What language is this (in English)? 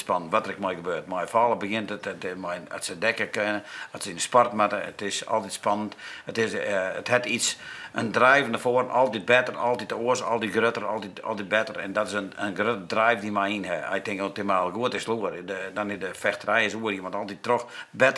Western Frisian